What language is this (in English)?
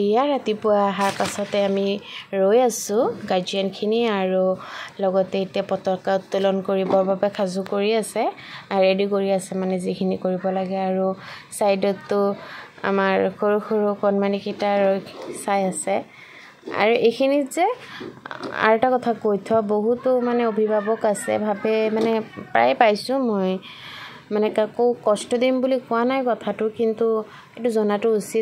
Assamese